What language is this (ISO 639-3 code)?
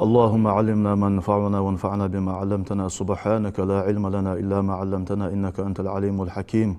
inh